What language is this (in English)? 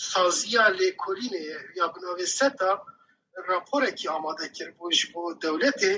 Kurdish